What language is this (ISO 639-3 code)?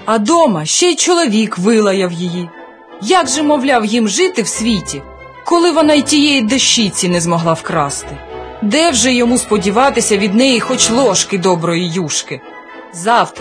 ukr